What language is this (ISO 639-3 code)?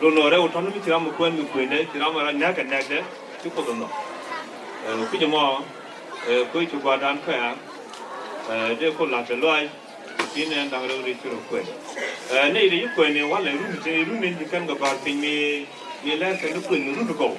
nus